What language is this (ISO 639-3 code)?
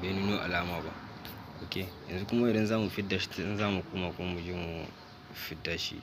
hau